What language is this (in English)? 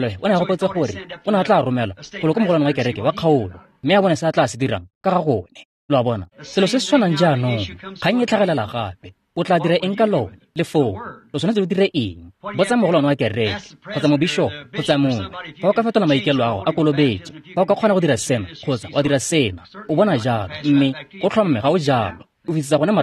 Tswana